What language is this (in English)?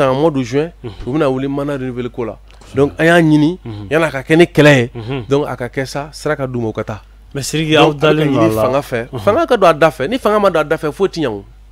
Bambara